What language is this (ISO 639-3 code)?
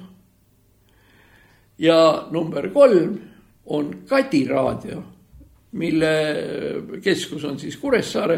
est